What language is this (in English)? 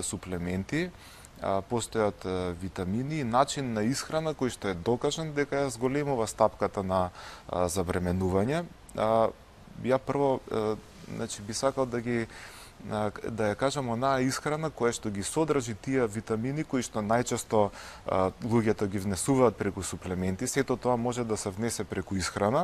Macedonian